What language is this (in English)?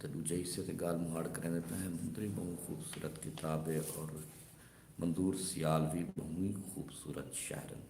Saraiki